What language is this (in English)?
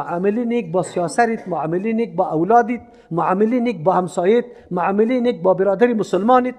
Persian